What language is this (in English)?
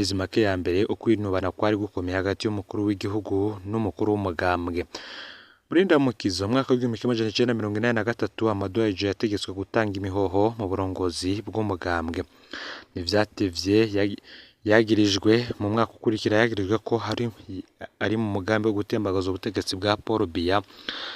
Rundi